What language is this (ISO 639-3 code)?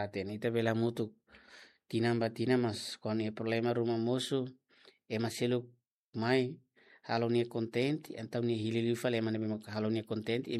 tet